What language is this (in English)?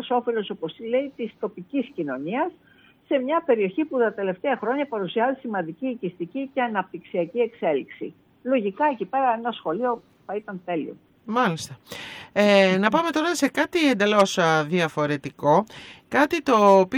Greek